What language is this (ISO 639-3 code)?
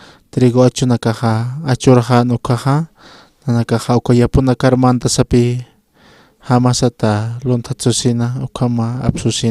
aym